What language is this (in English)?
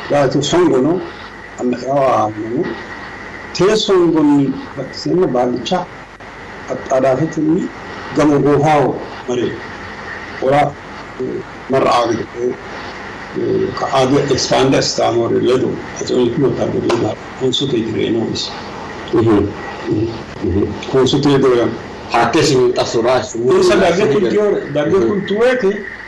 Sidamo